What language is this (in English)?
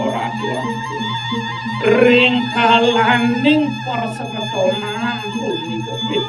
Balinese